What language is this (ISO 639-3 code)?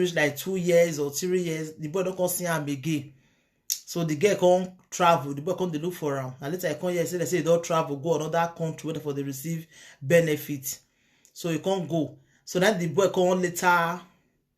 pcm